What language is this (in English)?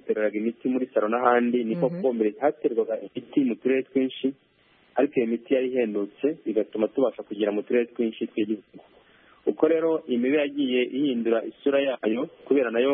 Kinyarwanda